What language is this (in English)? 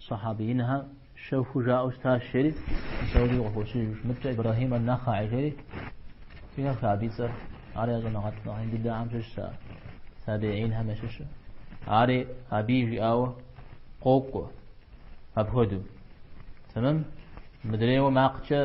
Kabardian